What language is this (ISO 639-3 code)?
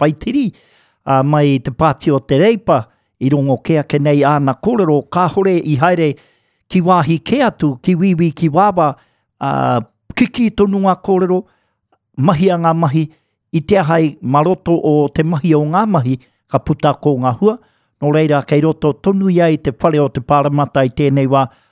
mri